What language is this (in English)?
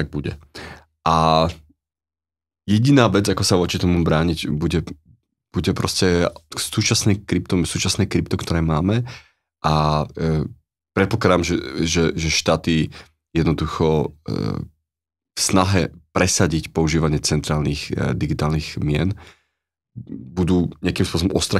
Slovak